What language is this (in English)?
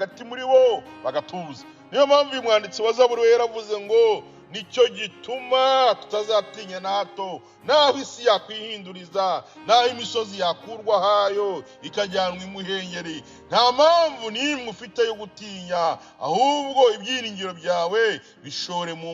Kinyarwanda